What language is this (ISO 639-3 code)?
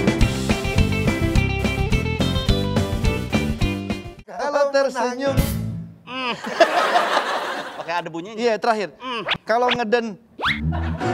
ind